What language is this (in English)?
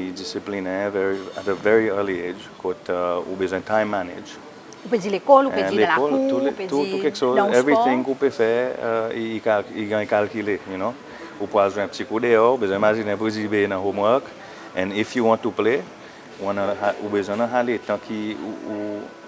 Seselwa Creole French